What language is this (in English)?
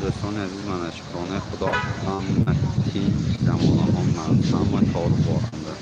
Tajik